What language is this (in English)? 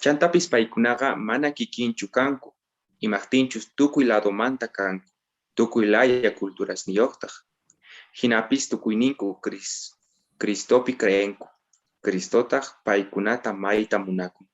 Quechua